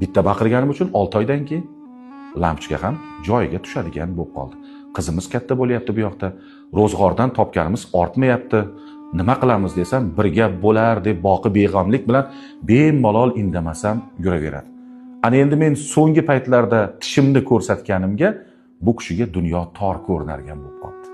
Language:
Uzbek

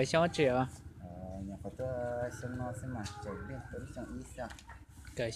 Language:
Hmong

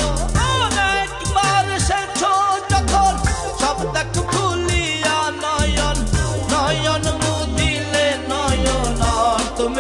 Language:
Bangla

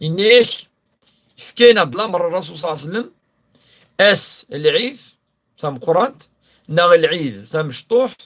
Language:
Kabyle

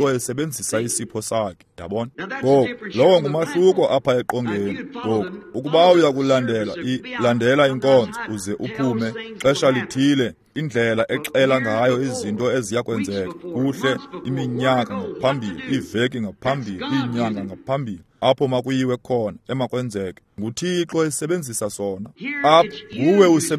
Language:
Xhosa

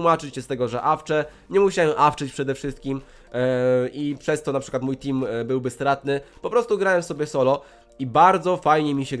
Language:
Polish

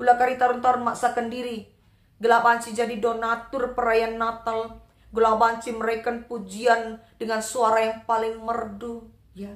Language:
Batak Karo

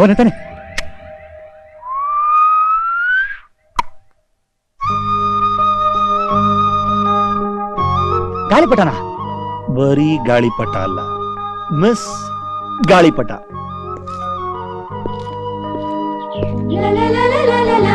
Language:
Kannada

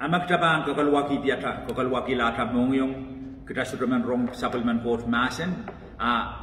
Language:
Pohnpeian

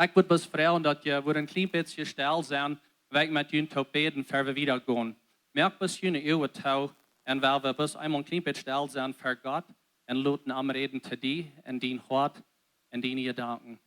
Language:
Plautdietsch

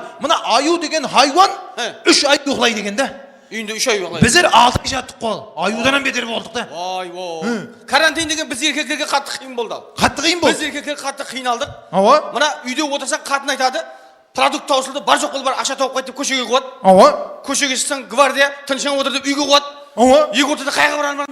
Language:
Kara-Kalpak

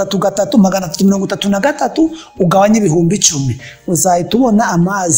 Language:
Kinyarwanda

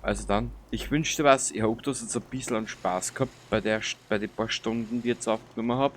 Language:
Bavarian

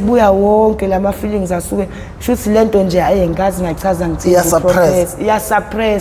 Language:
Zulu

